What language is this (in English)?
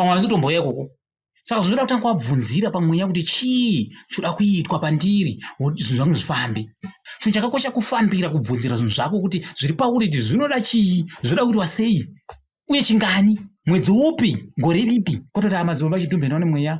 Shona